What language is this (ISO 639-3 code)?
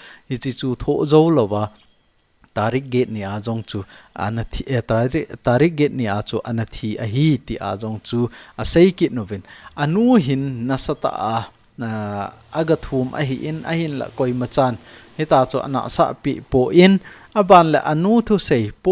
tcz